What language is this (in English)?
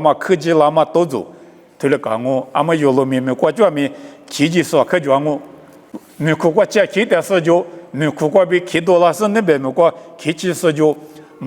Lisu